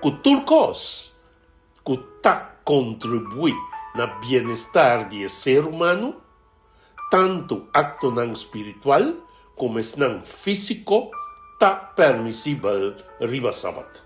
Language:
Papiamento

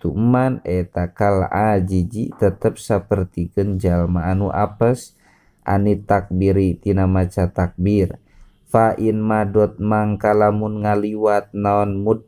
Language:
Sundanese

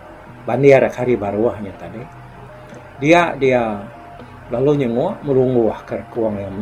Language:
Iban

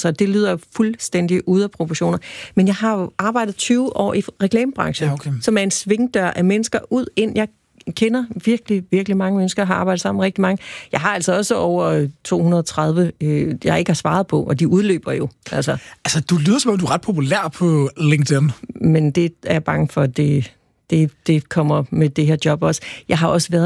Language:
Danish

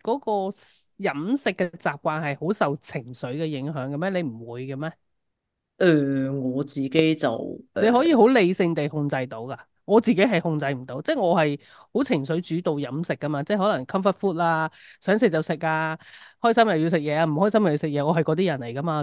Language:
Cantonese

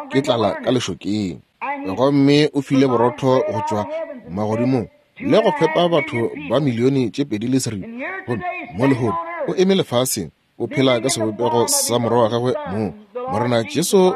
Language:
Northern Sotho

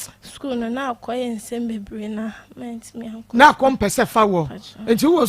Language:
Akan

